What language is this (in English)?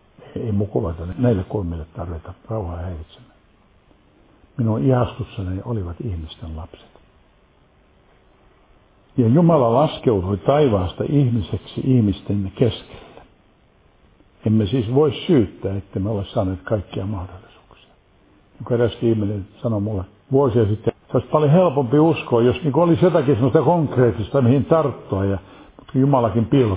Finnish